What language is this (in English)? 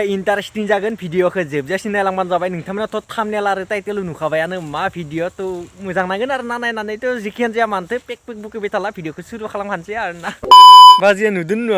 Bodo